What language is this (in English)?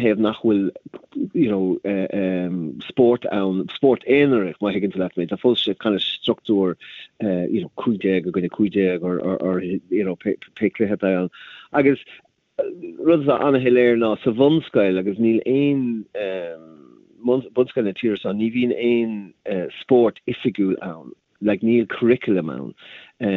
Irish